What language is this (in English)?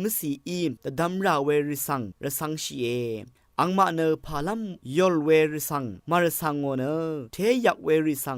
Rawang